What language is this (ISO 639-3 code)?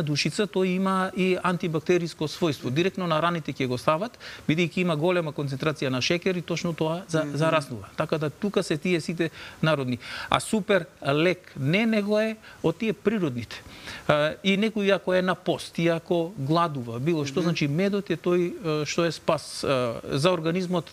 mkd